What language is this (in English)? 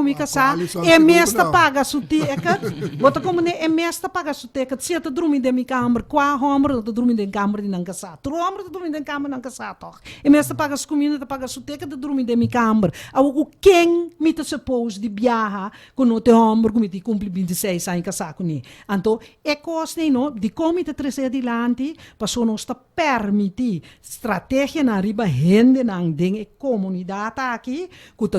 Papiamento